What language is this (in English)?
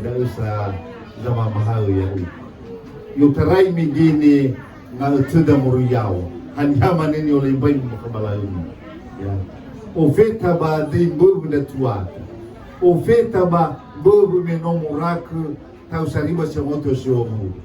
Nias